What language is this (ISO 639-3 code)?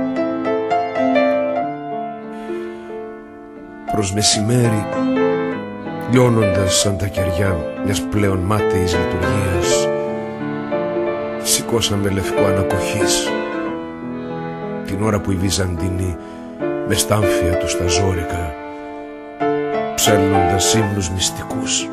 ell